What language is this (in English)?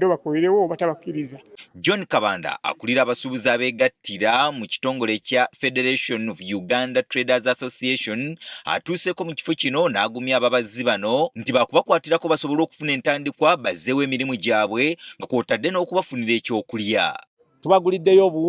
Ganda